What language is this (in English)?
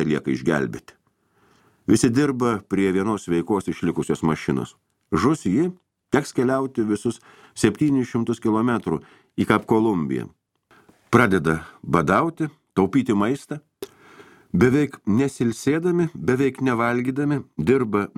Lithuanian